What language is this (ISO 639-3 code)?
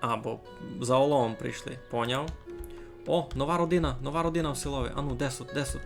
rue